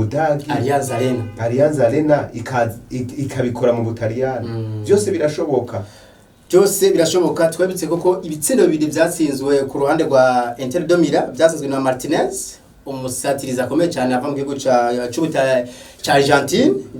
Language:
Rundi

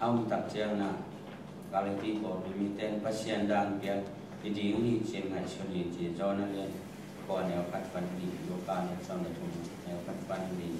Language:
Tedim Chin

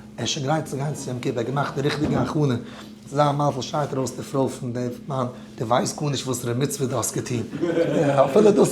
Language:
Yiddish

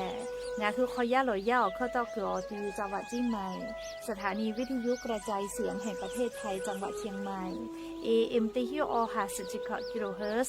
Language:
Lahu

